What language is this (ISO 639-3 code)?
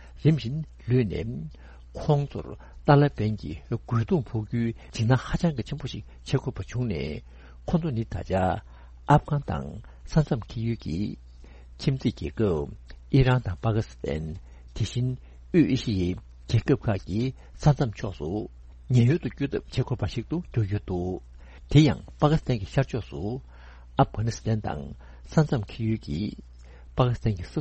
bod